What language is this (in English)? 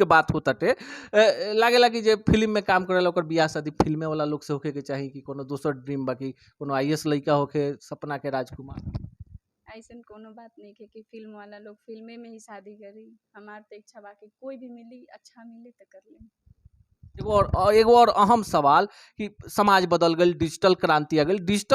Bhojpuri